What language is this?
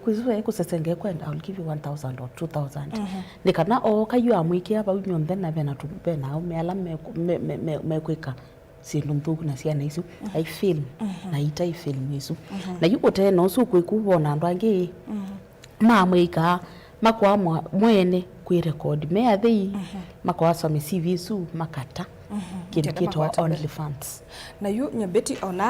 Kamba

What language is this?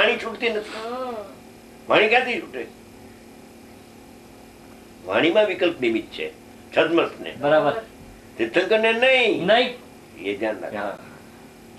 Gujarati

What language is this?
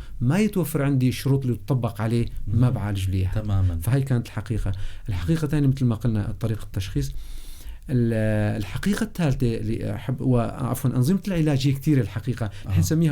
North Levantine Arabic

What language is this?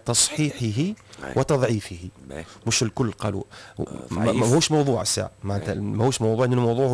Tunisian Arabic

